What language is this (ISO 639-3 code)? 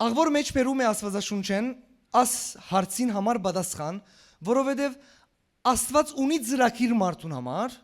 hyw